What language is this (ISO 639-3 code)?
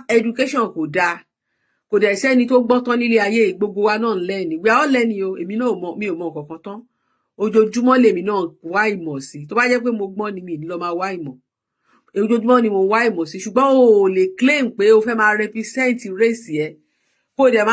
yor